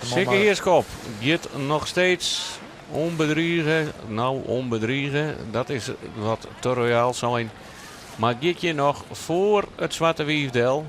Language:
Western Frisian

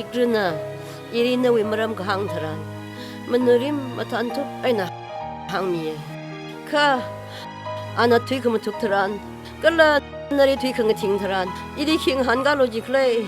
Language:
Tangkhul Naga (India)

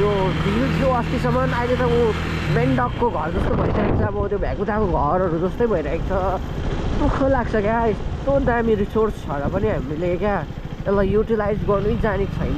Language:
Nepali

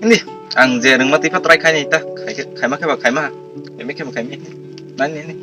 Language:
Kok Borok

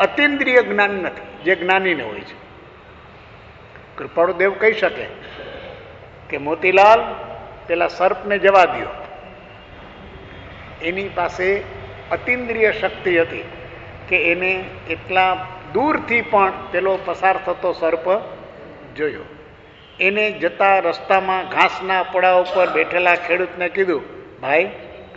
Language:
Gujarati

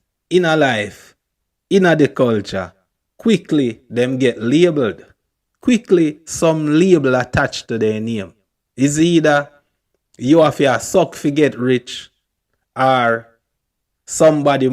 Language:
Jamaican Creole English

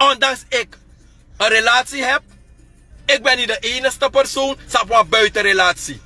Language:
Sranan Tongo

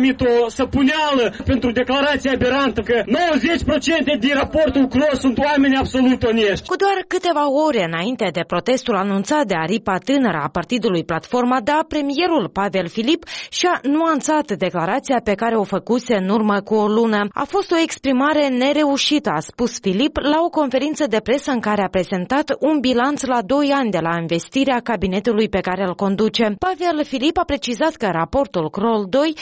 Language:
Romanian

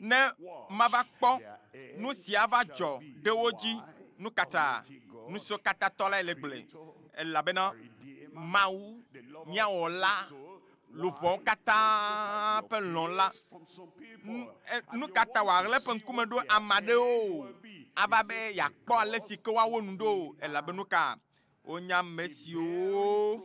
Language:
Ewe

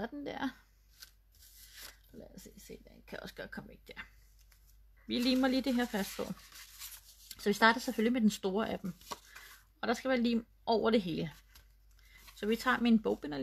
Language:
Danish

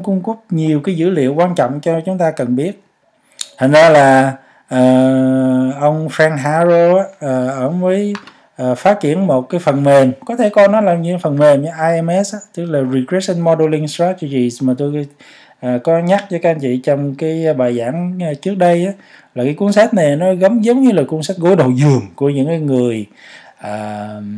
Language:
Vietnamese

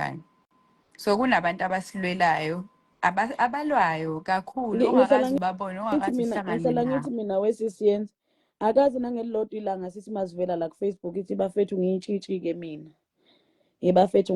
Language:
Zulu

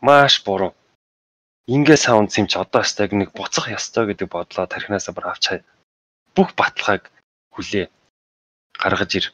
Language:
Mongolian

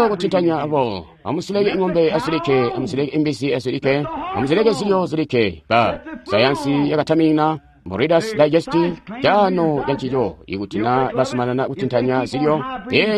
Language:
Tonga (Zambia)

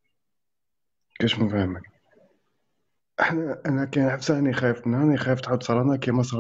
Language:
Algerian Arabic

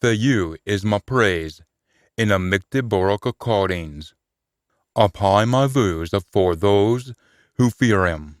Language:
Scots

